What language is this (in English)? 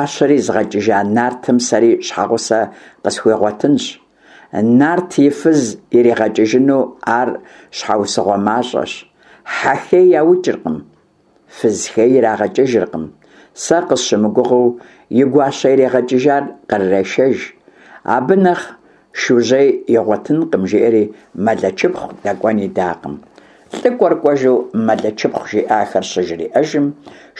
Kabardian